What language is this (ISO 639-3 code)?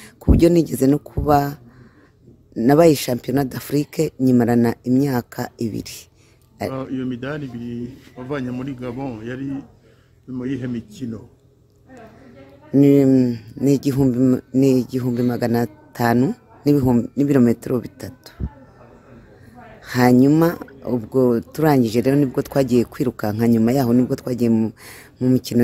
kin